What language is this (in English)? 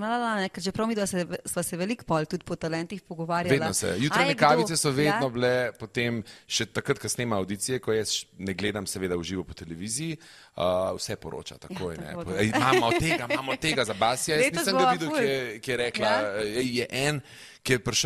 Slovenian